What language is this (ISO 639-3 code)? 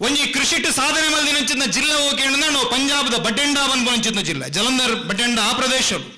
tcy